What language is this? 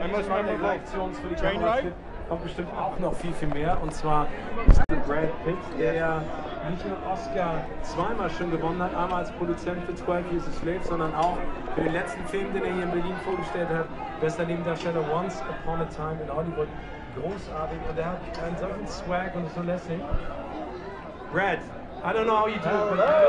German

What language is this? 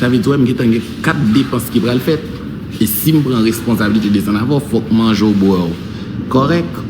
Haitian Creole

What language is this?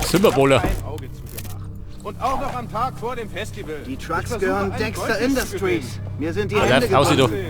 Bavarian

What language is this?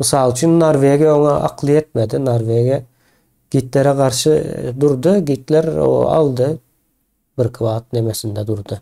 Turkmen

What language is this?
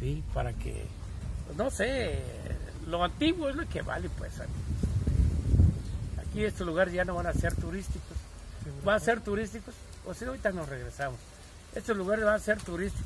Spanish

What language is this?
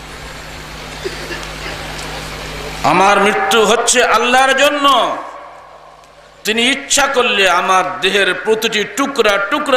Bangla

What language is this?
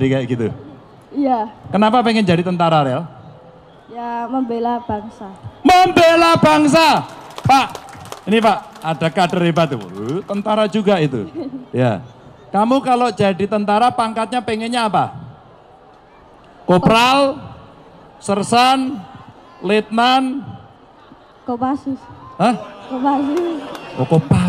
Indonesian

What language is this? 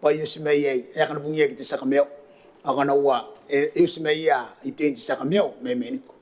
Gilbertese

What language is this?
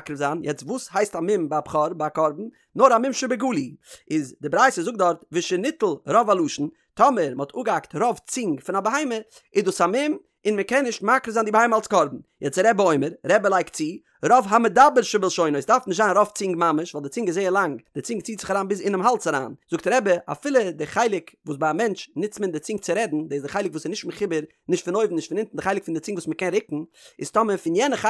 Yiddish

